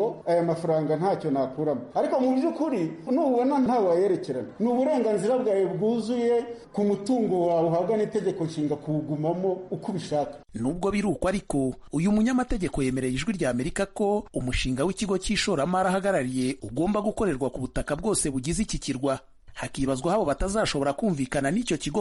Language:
Kinyarwanda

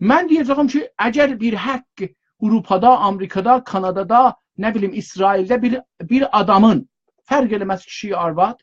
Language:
South Azerbaijani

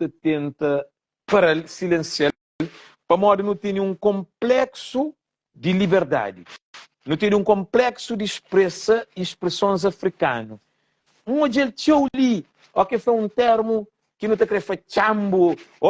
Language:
Kabuverdianu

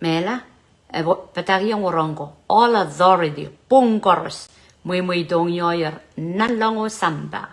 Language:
Pohnpeian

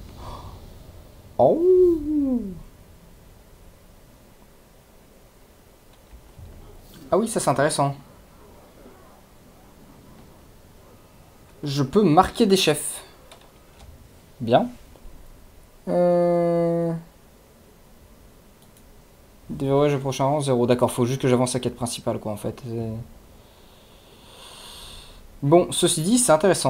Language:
French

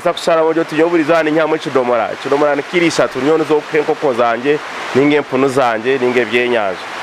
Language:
Nyankole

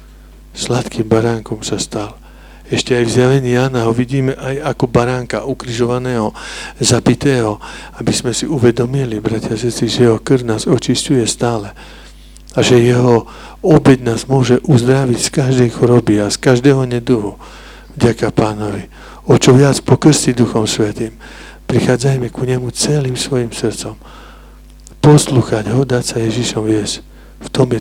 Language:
Slovak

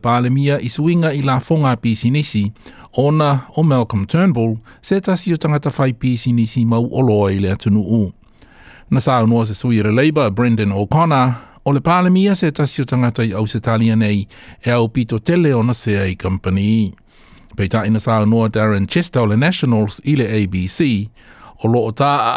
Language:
Samoan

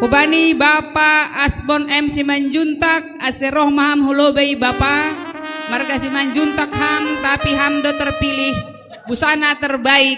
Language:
Batak Simalungun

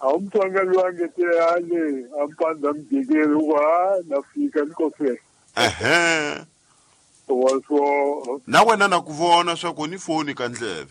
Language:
Tsonga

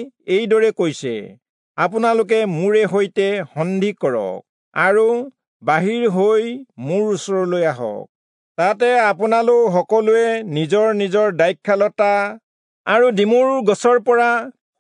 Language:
Assamese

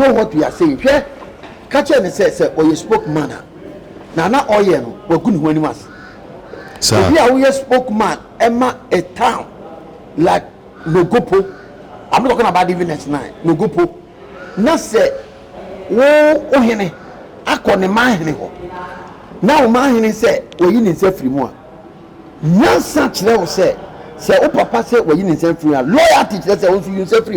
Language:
Akan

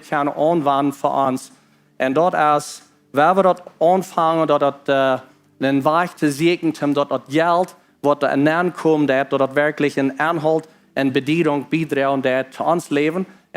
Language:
Plautdietsch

